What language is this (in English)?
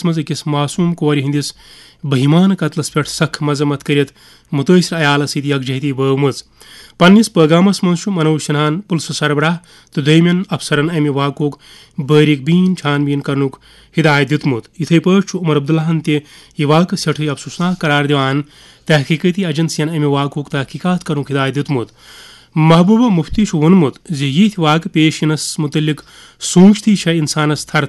Kashmiri